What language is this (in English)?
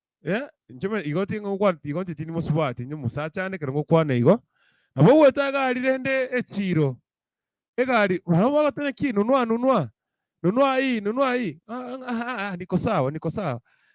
Gusii